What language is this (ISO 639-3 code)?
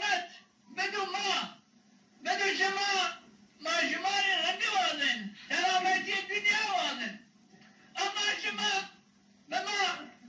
zza